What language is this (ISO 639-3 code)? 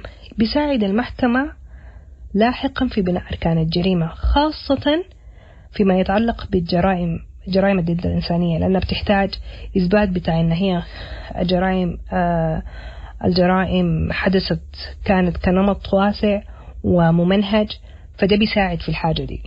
apd